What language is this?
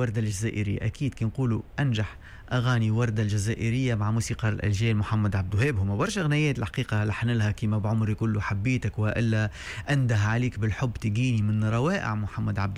Tunisian Arabic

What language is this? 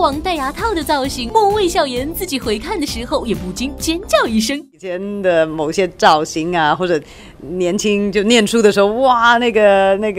Chinese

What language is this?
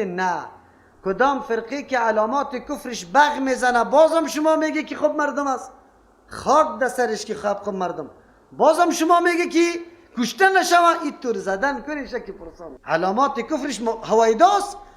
Persian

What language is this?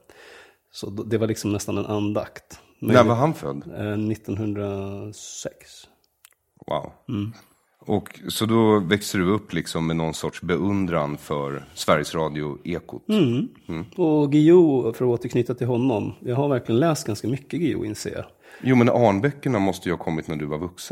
Swedish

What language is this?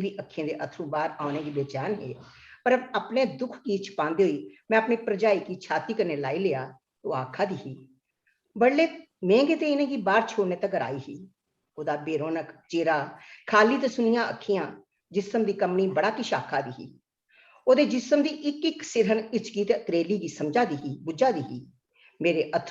Dogri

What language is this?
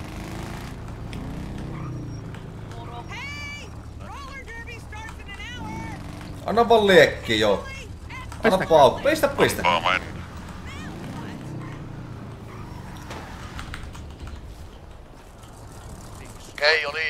Finnish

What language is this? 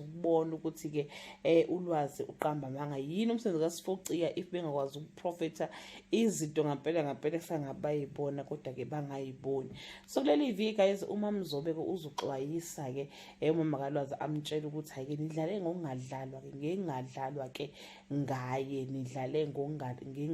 Zulu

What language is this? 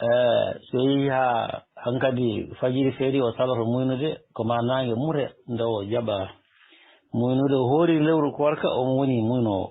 Fula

